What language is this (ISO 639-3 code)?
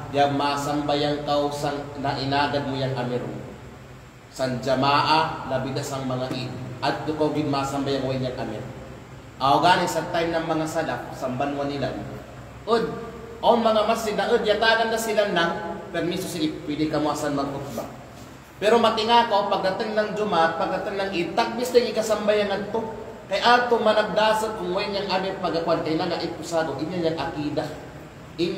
kqe